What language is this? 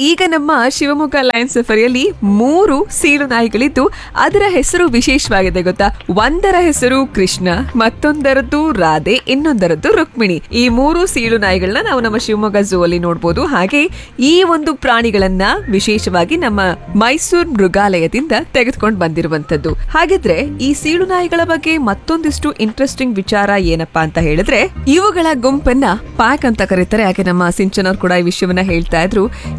Kannada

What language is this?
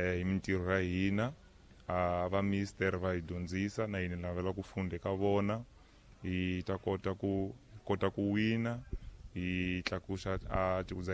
Tsonga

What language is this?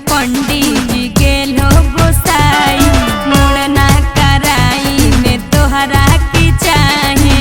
Magahi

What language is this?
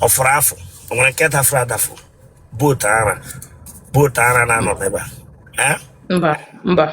Igbo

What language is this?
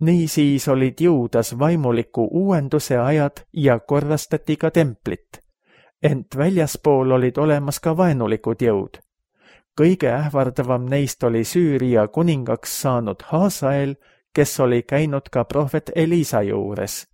Estonian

